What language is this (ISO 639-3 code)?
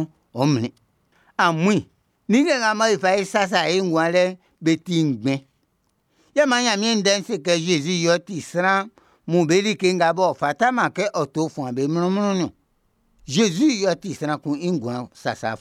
bci